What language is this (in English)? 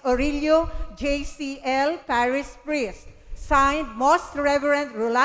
Bikol